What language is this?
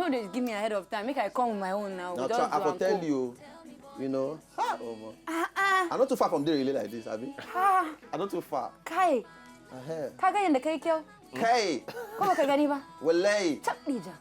Nigerian Pidgin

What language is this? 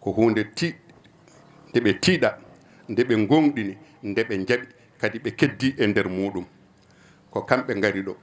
Fula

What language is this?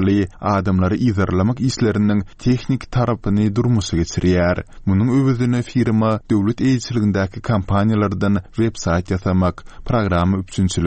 Turkmen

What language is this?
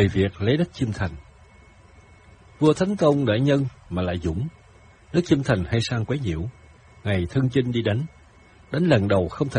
Vietnamese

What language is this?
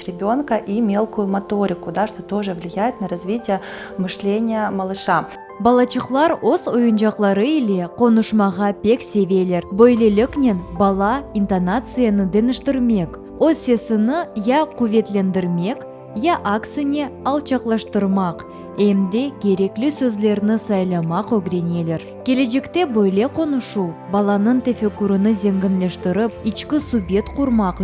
Crimean Tatar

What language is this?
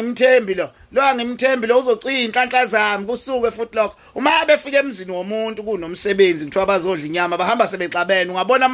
Zulu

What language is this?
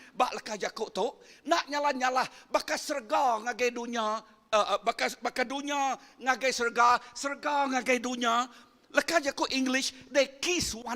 Iban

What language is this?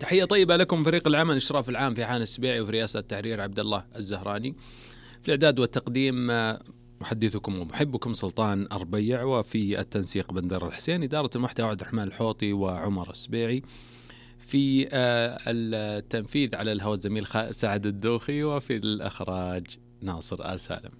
Najdi Arabic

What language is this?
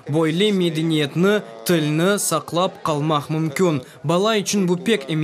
Crimean Tatar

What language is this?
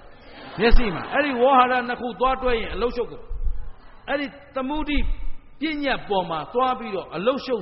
Burmese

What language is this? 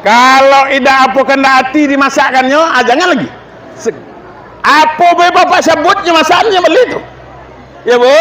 Minangkabau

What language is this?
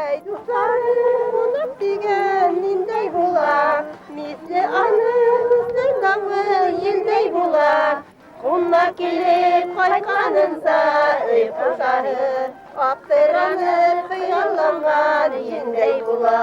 Bashkir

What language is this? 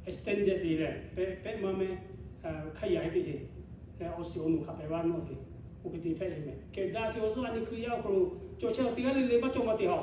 Lahu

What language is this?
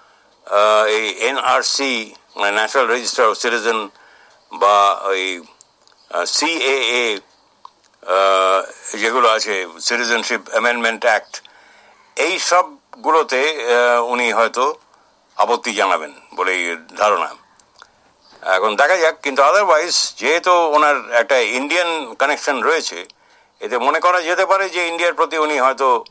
Bangla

